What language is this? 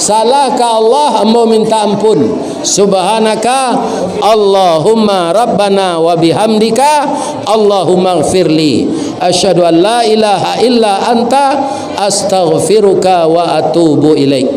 Minangkabau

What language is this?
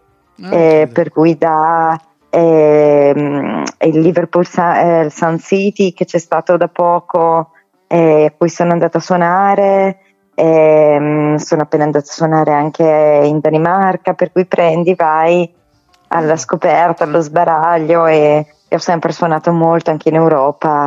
Italian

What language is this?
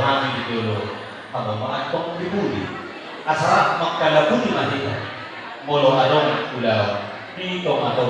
Batak Toba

